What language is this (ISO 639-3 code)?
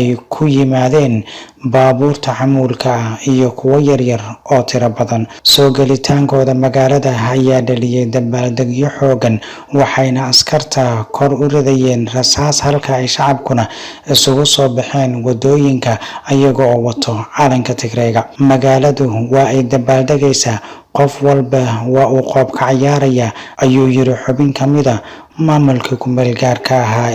som